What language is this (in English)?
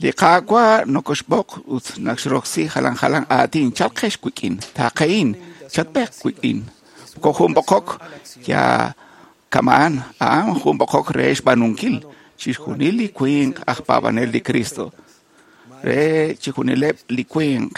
Kekchí